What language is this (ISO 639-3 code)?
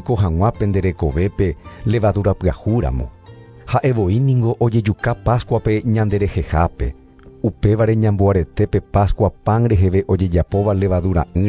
grn